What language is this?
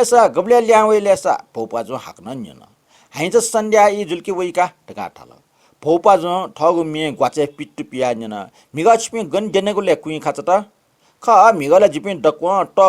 Newari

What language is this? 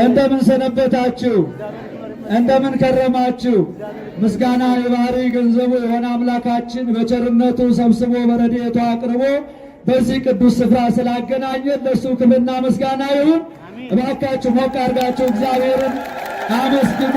Amharic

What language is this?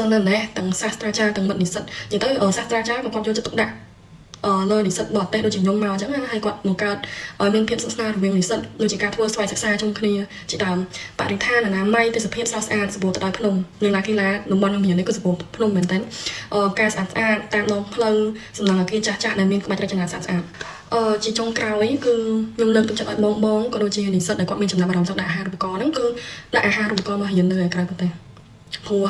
Khmer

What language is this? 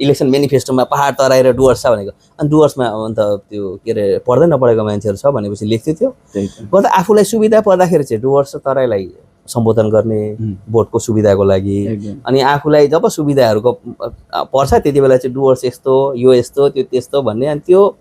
Nepali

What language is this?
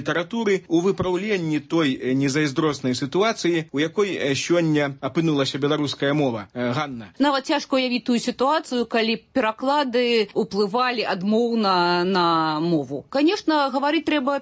Belarusian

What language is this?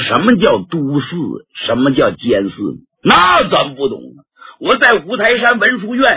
Chinese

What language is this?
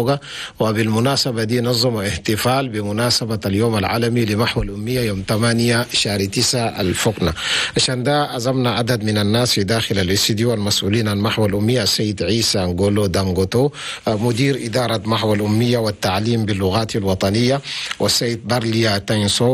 Chadian Arabic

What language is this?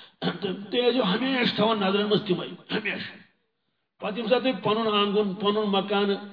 Kashmiri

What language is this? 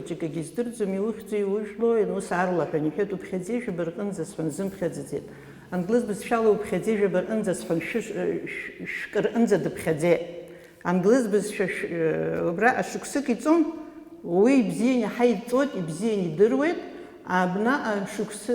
Abkhazian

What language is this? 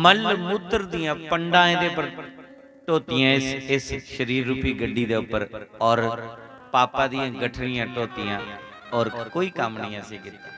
Dogri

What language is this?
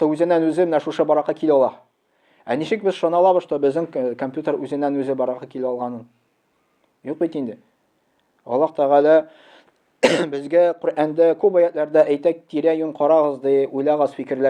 Tatar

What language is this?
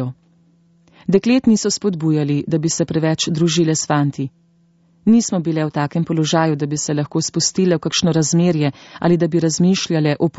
Slovenian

